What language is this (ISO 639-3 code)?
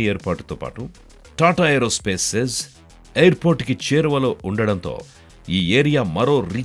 tel